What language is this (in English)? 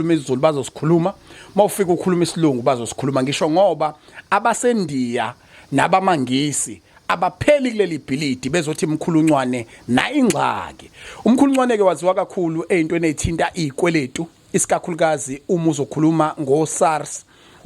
Zulu